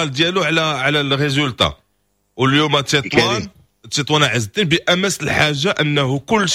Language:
Moroccan Arabic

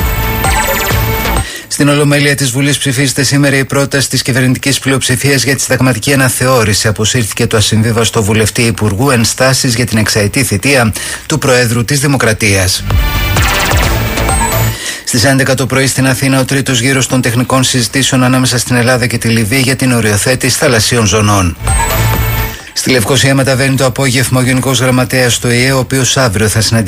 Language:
Greek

